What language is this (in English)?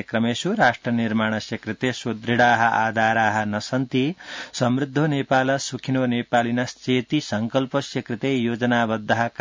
Sanskrit